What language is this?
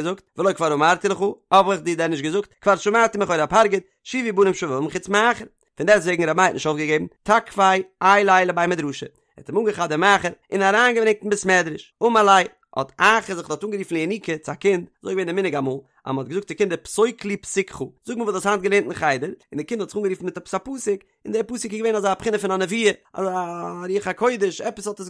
Yiddish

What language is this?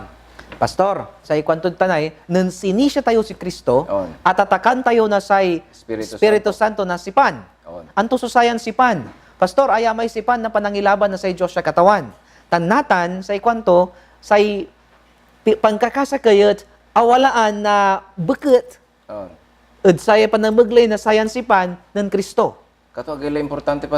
Pangasinan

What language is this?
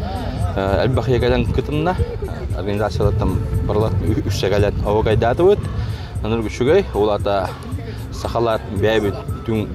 Yakut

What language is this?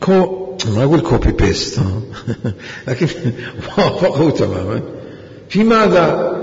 Mesopotamian Arabic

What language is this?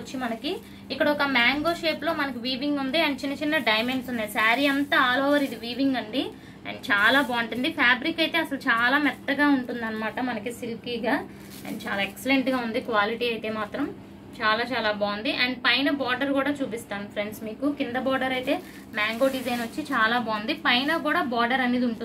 Telugu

